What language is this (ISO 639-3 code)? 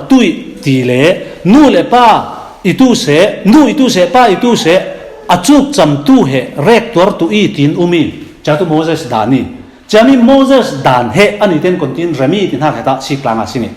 cfm